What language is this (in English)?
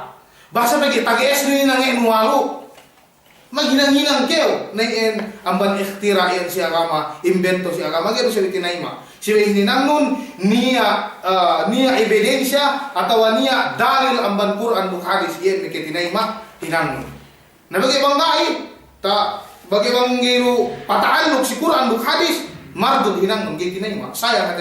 Yakan